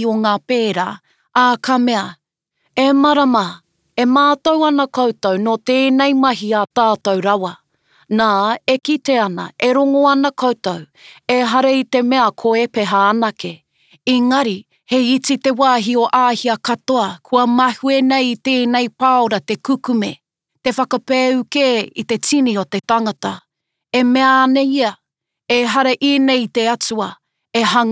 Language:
Māori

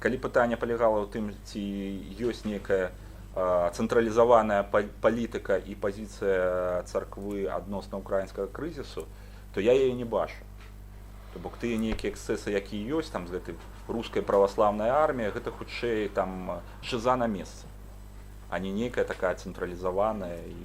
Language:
Belarusian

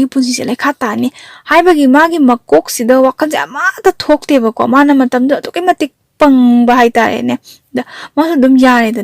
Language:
Manipuri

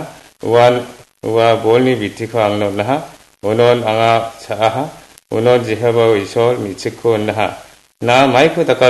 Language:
Garo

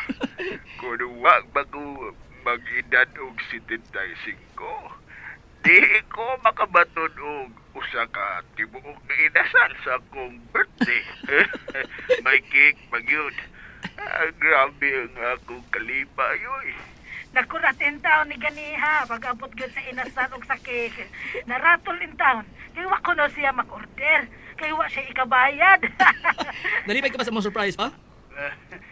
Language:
Cebuano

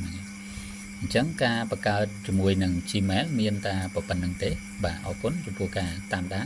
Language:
Khmer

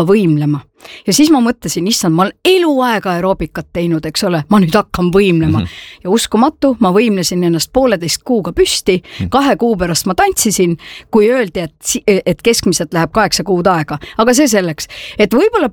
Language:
Estonian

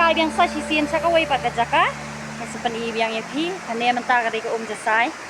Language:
Khasi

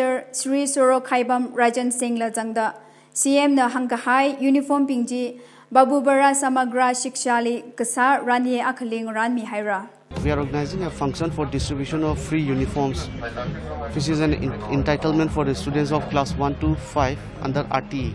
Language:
Tangkhul Naga (India)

